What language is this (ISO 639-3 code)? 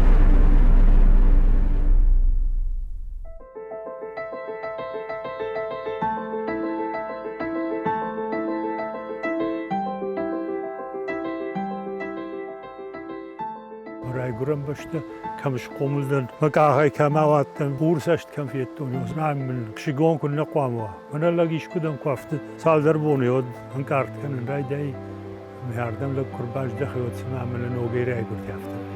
oss